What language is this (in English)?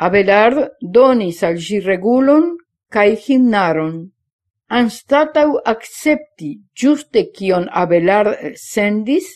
Esperanto